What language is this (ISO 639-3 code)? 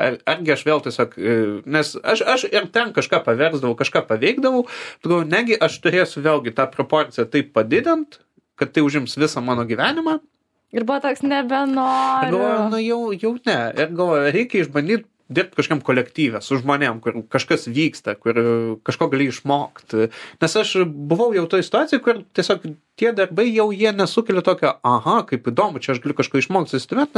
lit